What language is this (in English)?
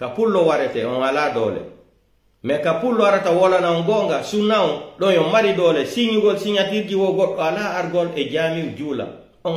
Pular